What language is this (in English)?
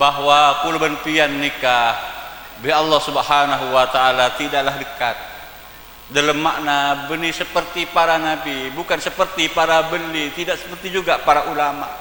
Madurese